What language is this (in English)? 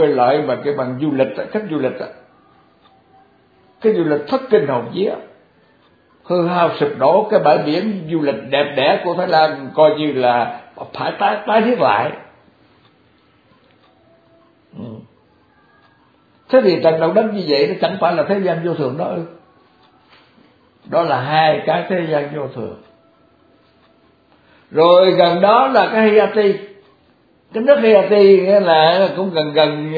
Vietnamese